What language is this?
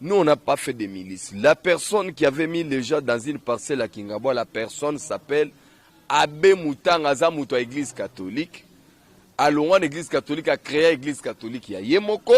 Lingala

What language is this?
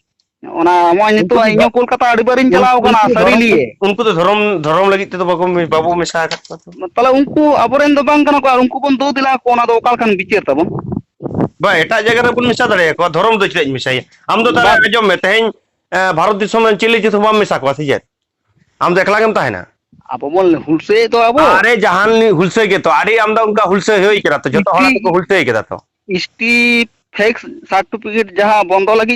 Santali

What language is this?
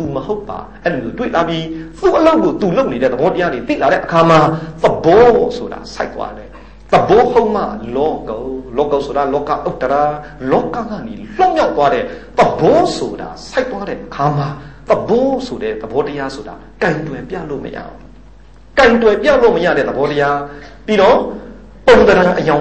Burmese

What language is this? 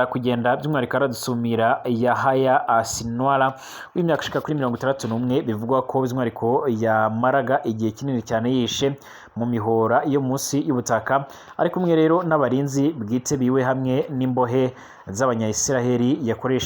Rundi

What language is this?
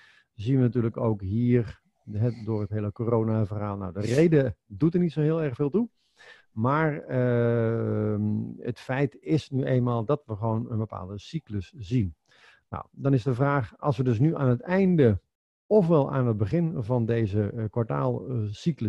Dutch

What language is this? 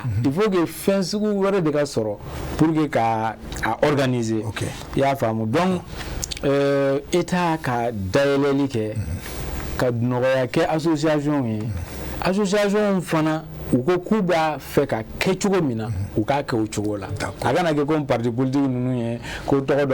Bambara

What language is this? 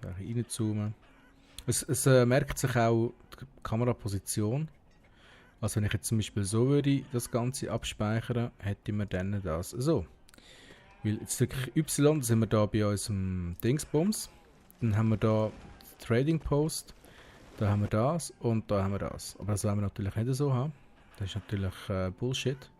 Swiss German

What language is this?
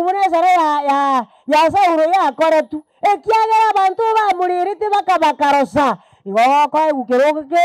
Gusii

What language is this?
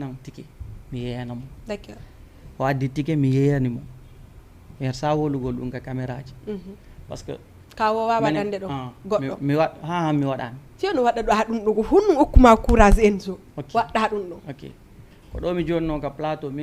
Fula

